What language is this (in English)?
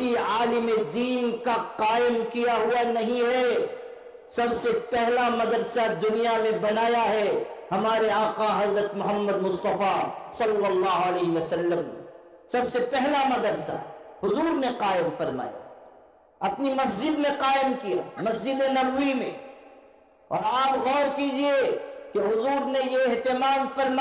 Urdu